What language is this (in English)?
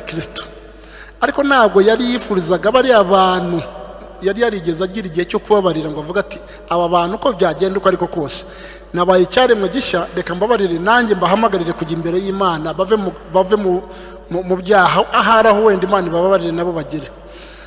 Kinyarwanda